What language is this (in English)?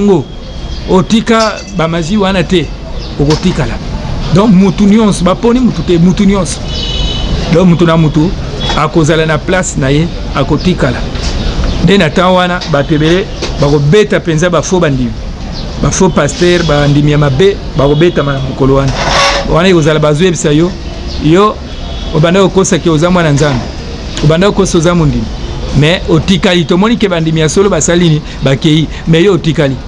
Lingala